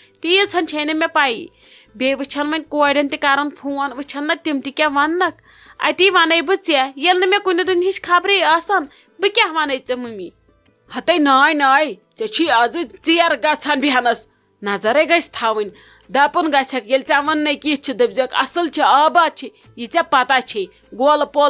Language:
Kashmiri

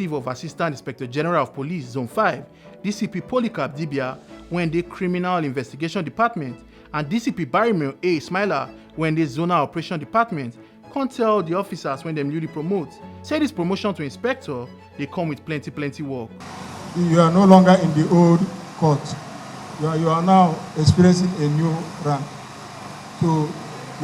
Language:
Nigerian Pidgin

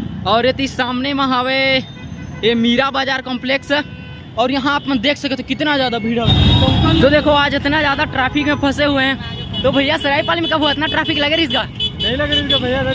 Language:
Chhattisgarhi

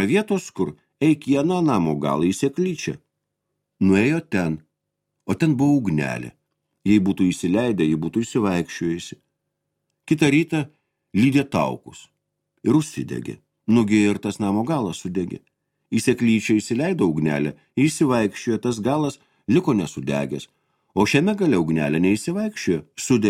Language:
Lithuanian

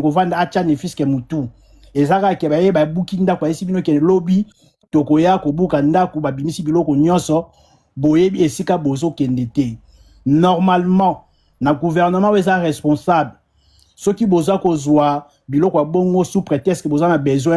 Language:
Lingala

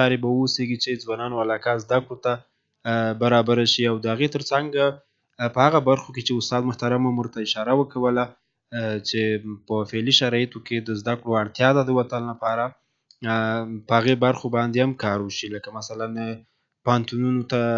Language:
Pashto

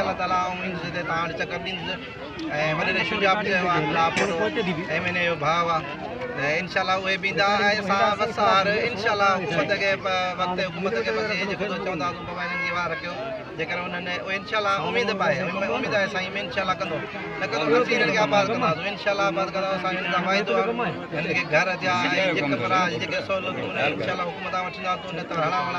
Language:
Sindhi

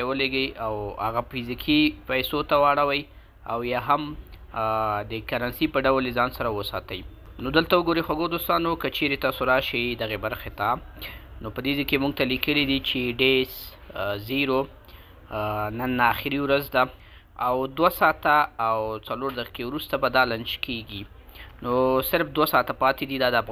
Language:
Pashto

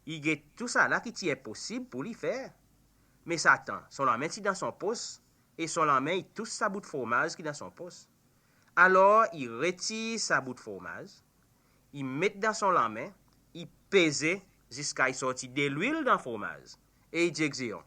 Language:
Seselwa Creole French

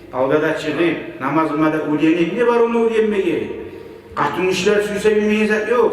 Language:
Kumyk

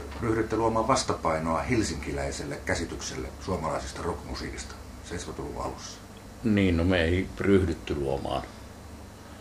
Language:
Finnish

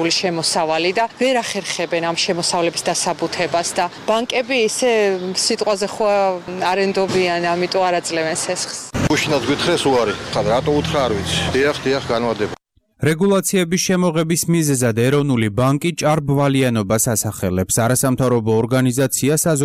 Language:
Georgian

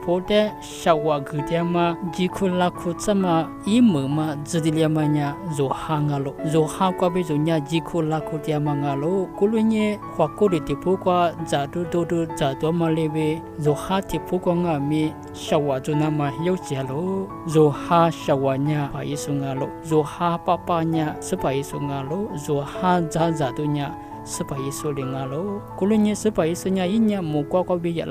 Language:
Lisu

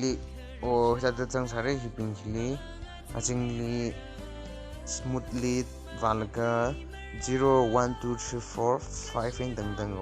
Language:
Tangkhul Naga (India)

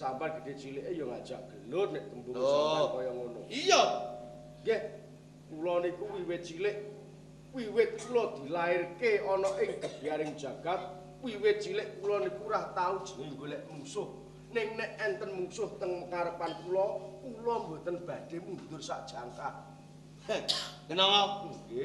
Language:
Javanese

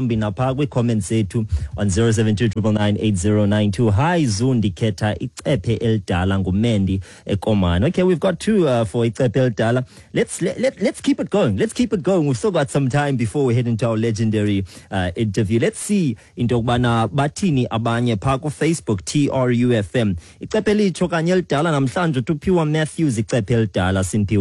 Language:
Xhosa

